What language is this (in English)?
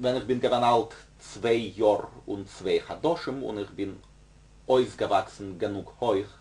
Yiddish